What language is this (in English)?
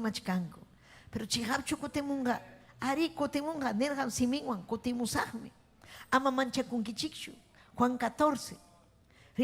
Ayacucho Quechua